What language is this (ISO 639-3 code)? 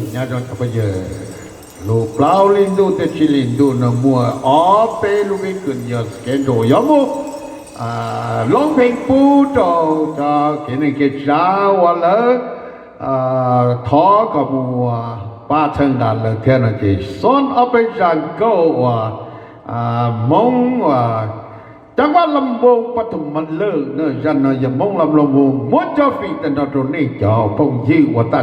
hmn